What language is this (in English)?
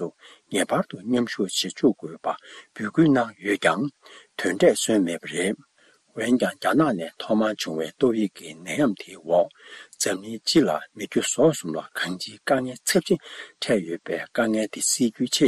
Tibetan